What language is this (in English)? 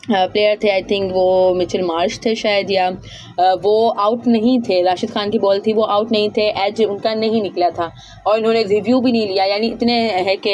Hindi